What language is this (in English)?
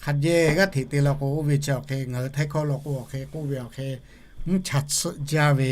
Lahu